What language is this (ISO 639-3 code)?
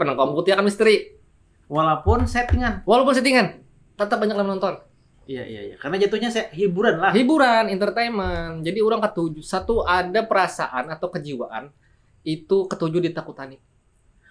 bjn